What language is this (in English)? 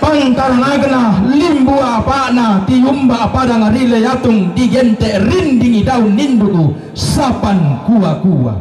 Toraja-Sa'dan